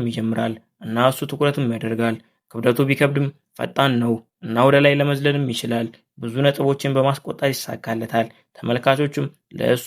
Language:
Amharic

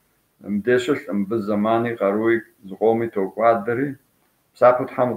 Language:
Kabardian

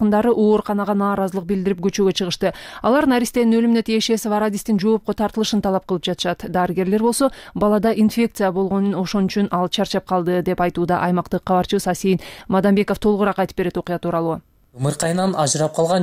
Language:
Kyrgyz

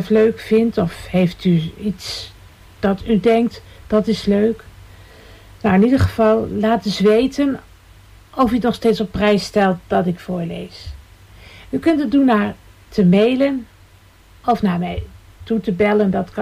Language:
Dutch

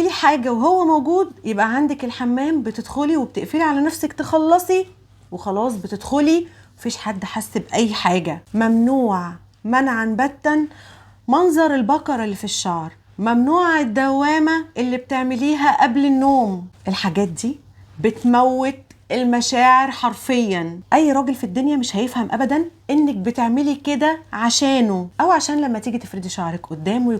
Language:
Egyptian Arabic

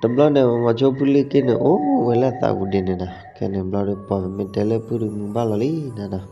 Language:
S'gaw Karen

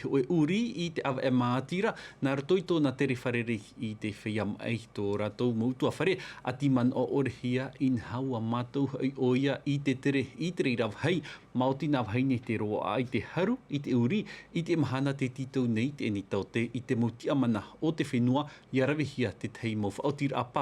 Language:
Tahitian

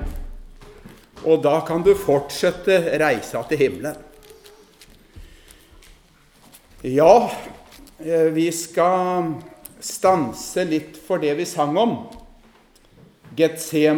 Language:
Norwegian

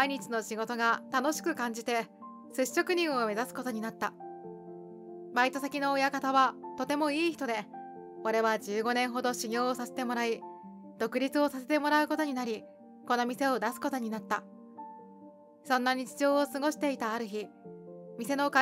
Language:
Japanese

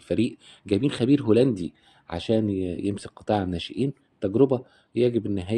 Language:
Egyptian Arabic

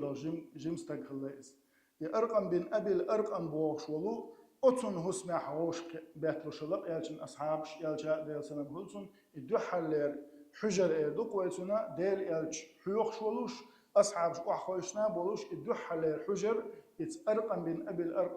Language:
Chechen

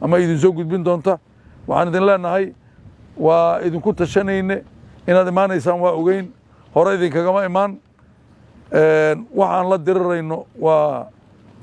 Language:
Somali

